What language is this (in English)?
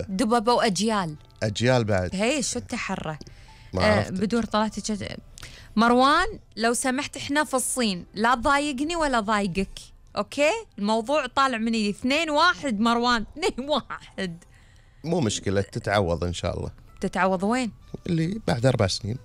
Gulf Arabic